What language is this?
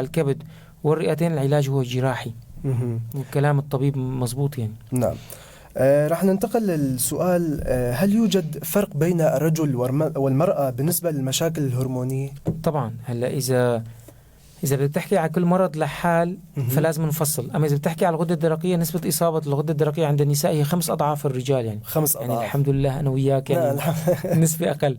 North Levantine Arabic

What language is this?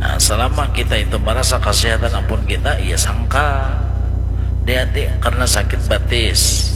Banjar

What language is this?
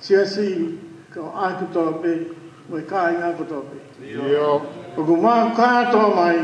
Tongan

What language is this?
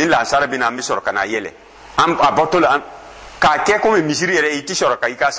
Dyula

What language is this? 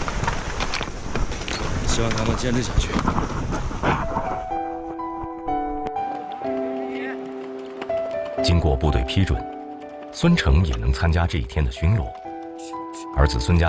Chinese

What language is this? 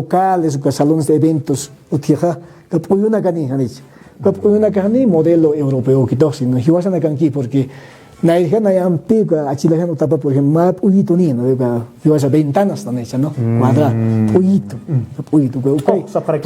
Aymara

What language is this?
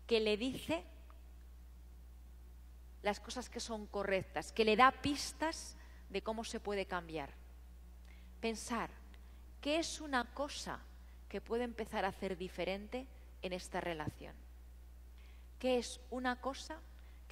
Spanish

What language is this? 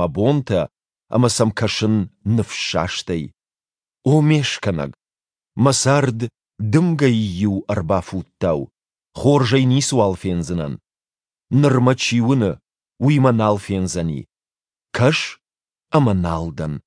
Ossetic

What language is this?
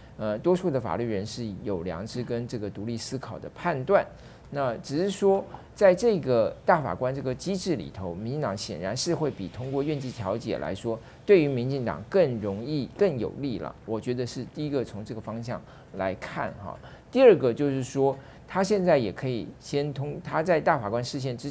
Chinese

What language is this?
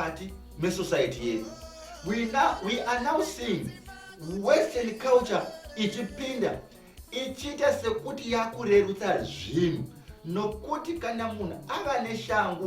Shona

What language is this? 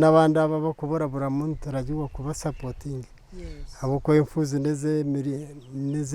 Nyankole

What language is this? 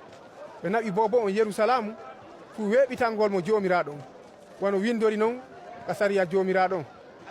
Fula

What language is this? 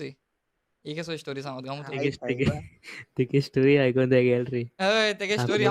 Konkani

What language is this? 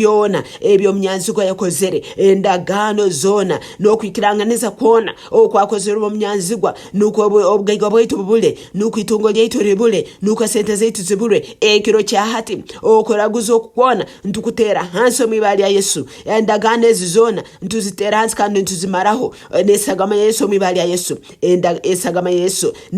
Nyankole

